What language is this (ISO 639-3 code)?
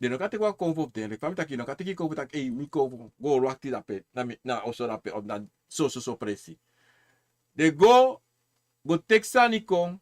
srn